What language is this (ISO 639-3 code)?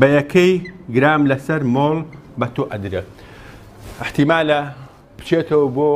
ckb